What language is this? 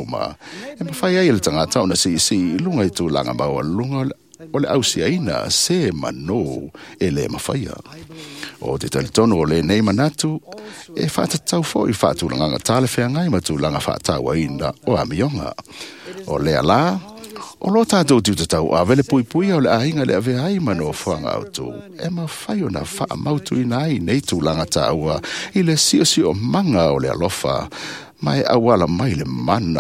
Samoan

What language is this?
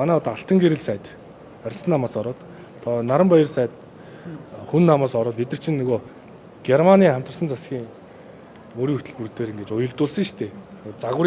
Mongolian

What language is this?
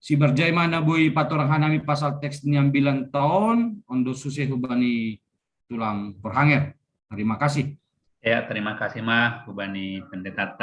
Batak Simalungun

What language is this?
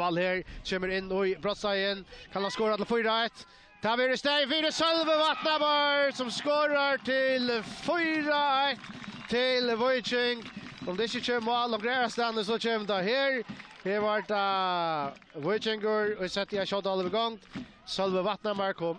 Faroese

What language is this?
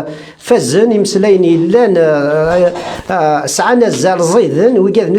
Kabyle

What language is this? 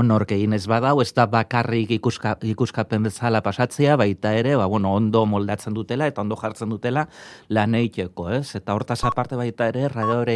Basque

